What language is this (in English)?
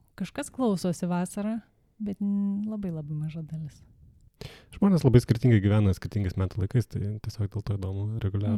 Lithuanian